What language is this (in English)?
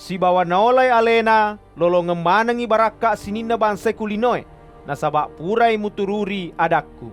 Buginese